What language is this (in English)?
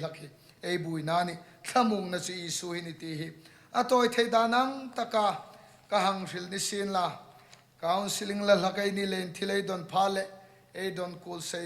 Hmar